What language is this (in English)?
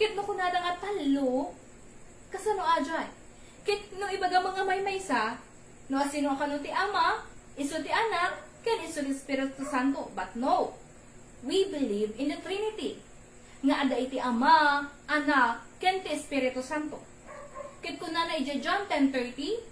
Iloko